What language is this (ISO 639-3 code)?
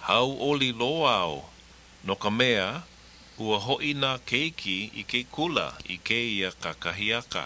haw